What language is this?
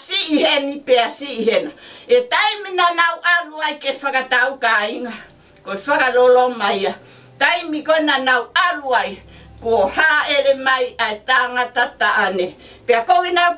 Tongan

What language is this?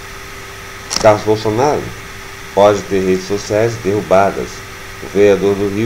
Portuguese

